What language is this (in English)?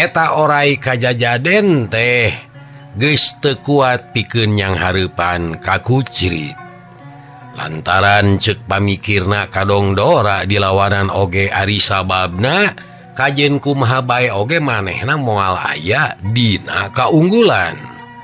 Sundanese